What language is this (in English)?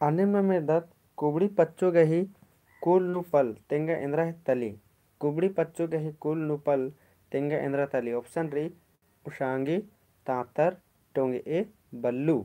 Kurukh